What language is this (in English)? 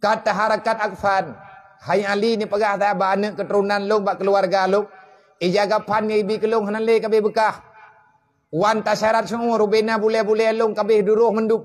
Achinese